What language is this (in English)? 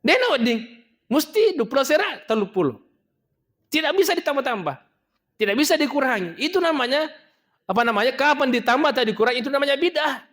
Buginese